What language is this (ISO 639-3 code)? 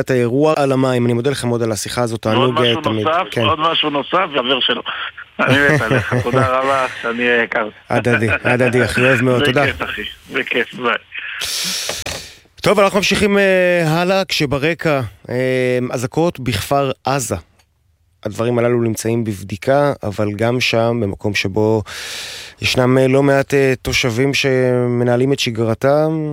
heb